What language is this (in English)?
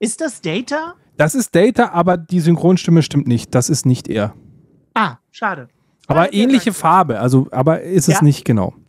German